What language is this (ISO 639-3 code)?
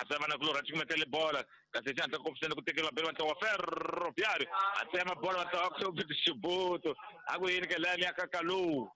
tso